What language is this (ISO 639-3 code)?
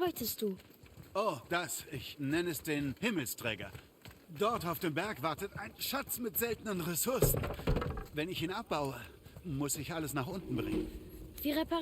bar